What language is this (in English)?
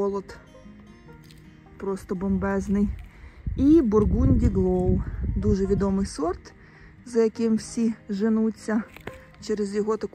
Ukrainian